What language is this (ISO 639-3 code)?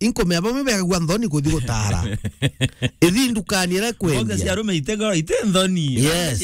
mer